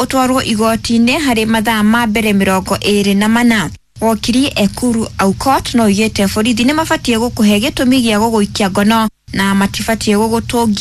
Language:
Kikuyu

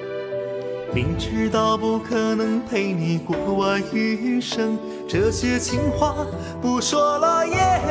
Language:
Chinese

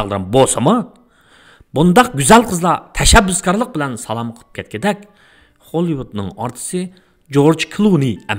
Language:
Uyghur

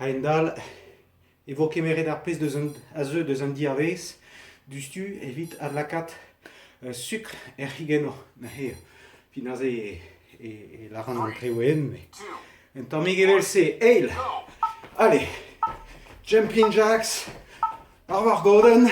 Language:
Breton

